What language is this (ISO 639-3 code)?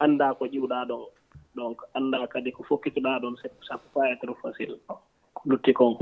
ful